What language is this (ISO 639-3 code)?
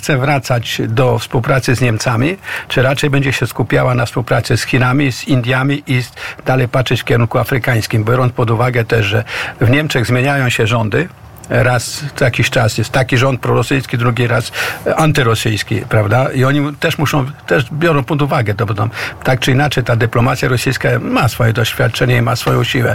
pol